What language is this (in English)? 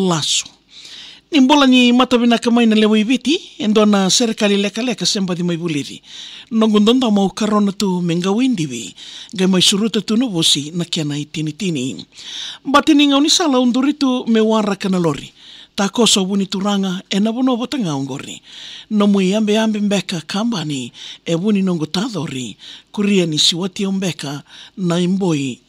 Fijian